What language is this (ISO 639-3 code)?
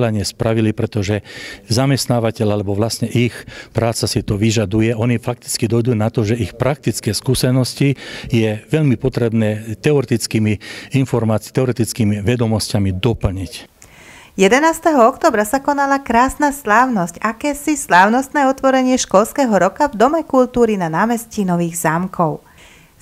slk